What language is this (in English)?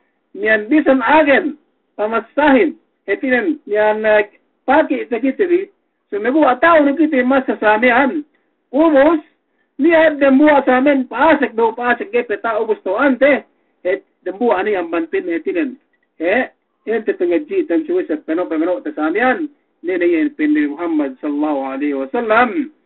Yakan